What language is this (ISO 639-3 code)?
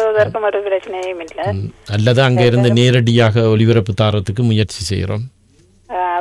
tam